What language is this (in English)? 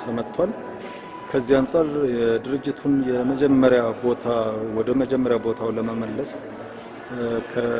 Amharic